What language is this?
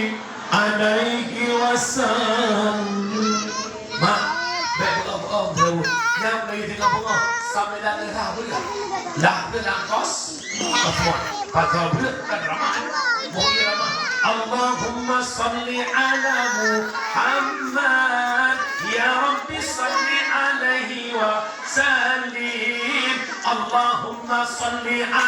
Achinese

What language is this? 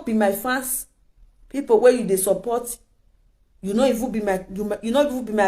Nigerian Pidgin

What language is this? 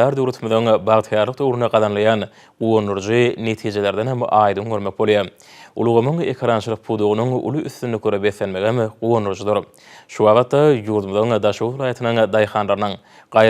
Turkmen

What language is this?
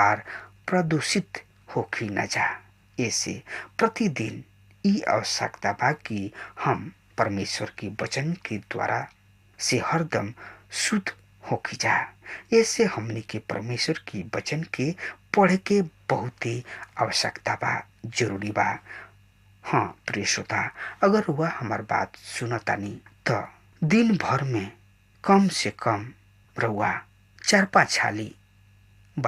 Bhojpuri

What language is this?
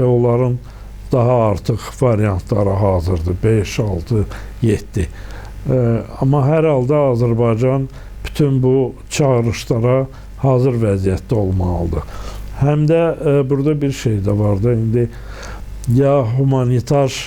Azerbaijani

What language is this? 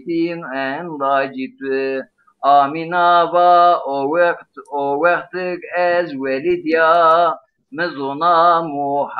Zaza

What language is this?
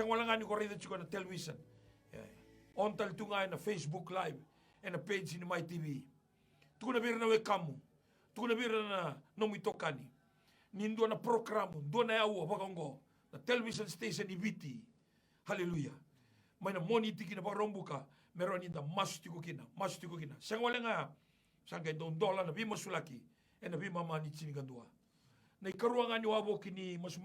Fijian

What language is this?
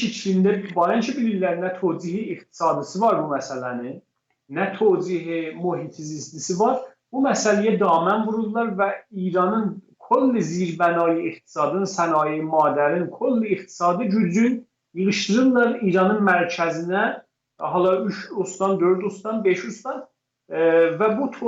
South Azerbaijani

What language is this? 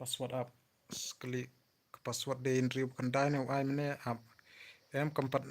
Khasi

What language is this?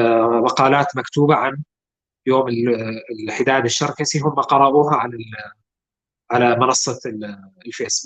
North Levantine Arabic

